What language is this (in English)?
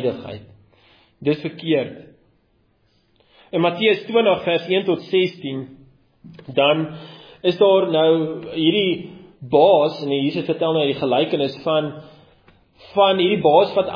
Afrikaans